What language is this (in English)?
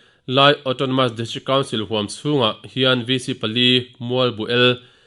Mizo